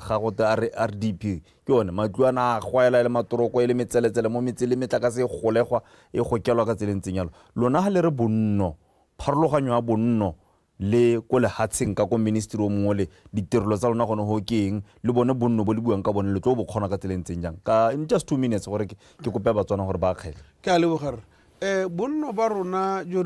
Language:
Tswana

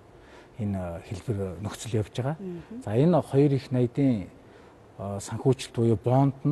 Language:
Mongolian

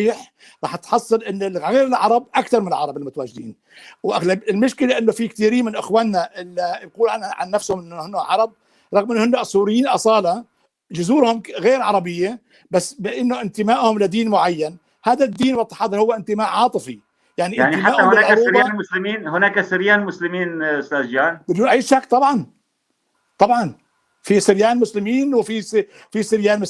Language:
North Levantine Arabic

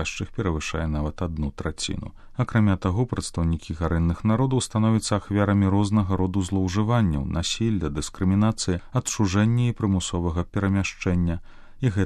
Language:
Belarusian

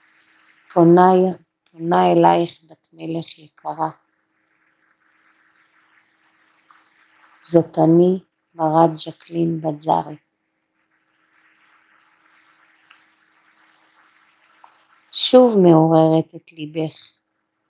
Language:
Hebrew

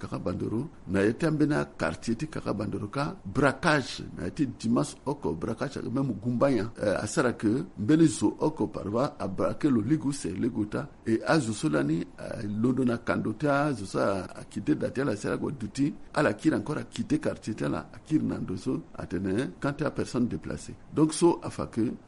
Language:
Sango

